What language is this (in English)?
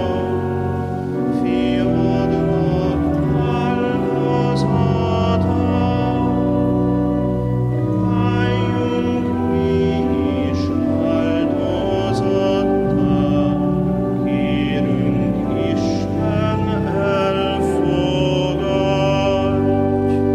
Hungarian